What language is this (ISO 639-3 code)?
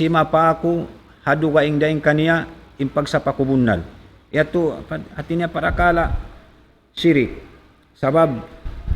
tsg